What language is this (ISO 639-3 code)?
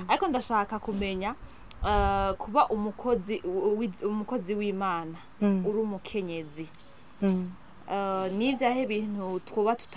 run